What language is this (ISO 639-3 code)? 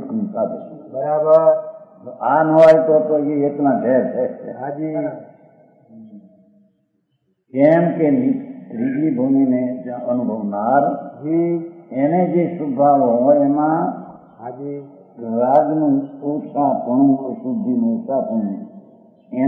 guj